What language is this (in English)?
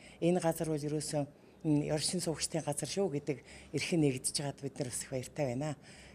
Mongolian